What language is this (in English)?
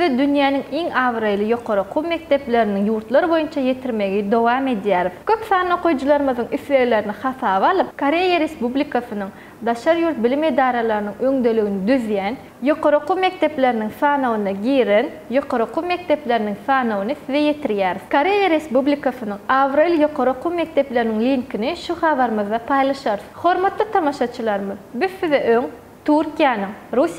Turkmen